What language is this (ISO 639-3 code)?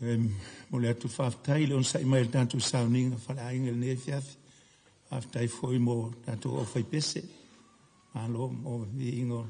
smo